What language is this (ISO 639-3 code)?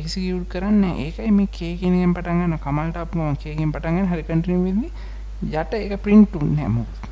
sin